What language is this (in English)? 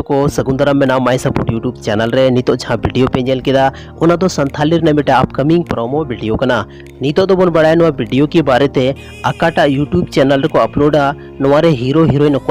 Santali